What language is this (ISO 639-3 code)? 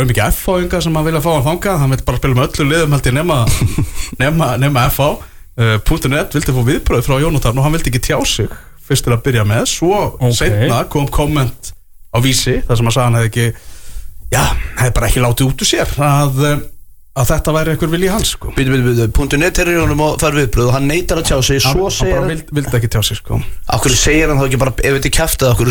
isl